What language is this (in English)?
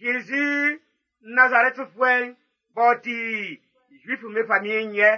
Baoulé